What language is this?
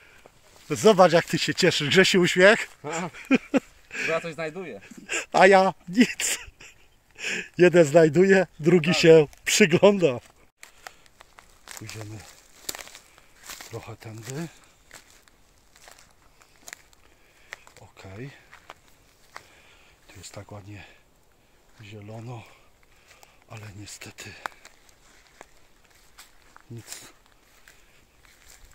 Polish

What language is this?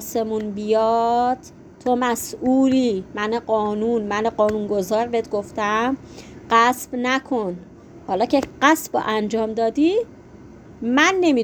Persian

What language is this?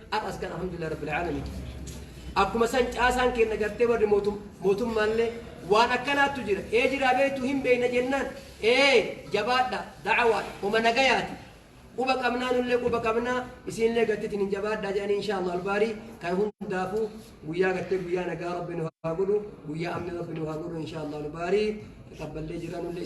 Oromo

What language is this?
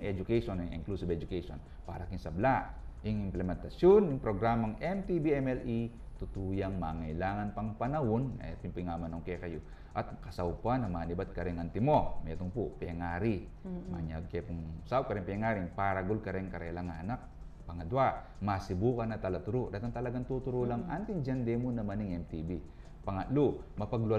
Pampanga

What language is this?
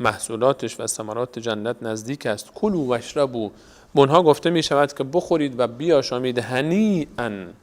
Persian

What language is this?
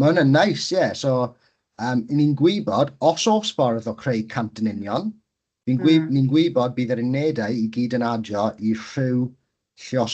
Welsh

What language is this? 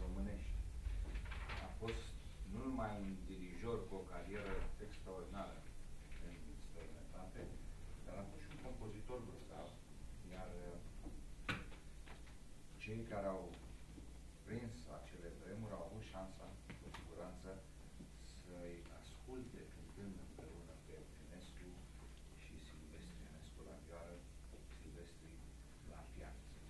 Romanian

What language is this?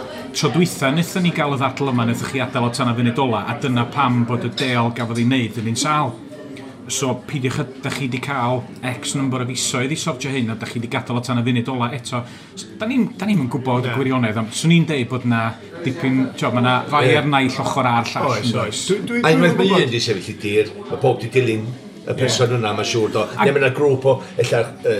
Welsh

